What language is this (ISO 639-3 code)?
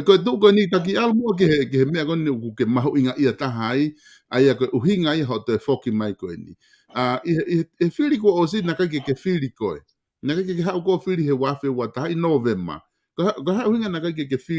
ton